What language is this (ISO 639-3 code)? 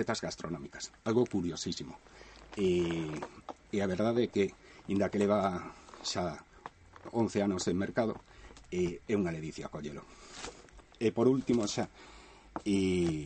glg